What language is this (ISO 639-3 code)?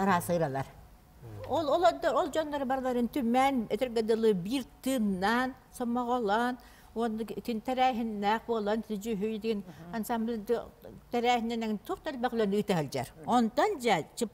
sah